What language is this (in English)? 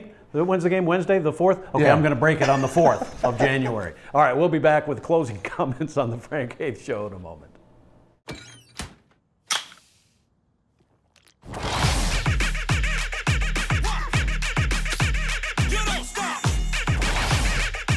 English